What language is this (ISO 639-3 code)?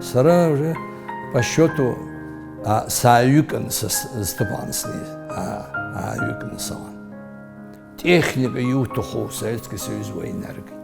abk